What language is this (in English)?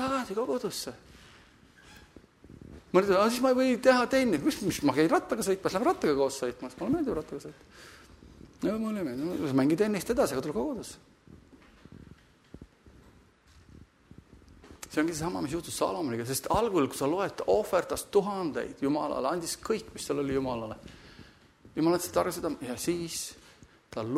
Estonian